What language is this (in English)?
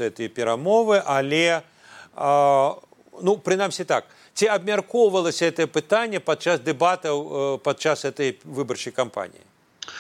Belarusian